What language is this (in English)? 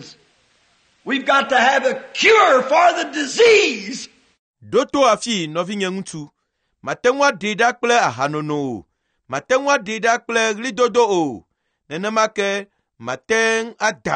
Ewe